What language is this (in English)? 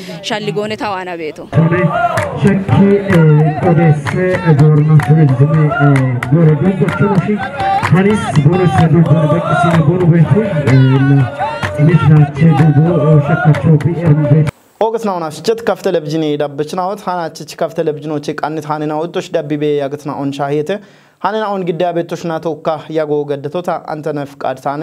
Kafa